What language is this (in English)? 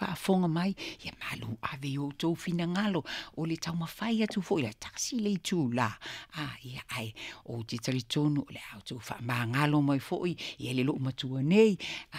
Samoan